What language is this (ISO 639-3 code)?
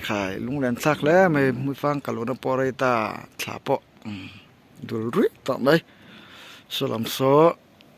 lus